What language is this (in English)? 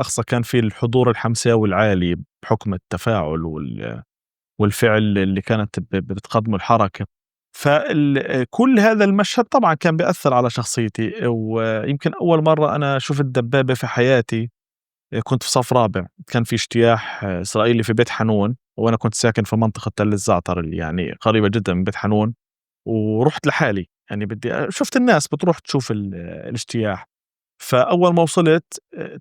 North Levantine Arabic